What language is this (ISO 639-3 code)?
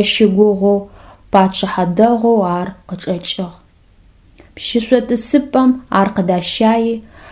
ady